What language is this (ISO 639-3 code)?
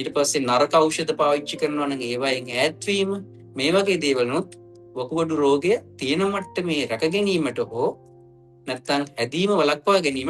sin